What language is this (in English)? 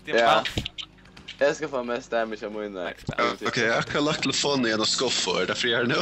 Faroese